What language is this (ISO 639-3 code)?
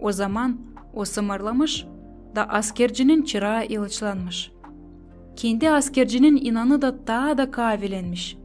gag